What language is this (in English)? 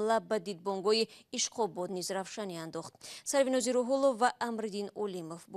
Tajik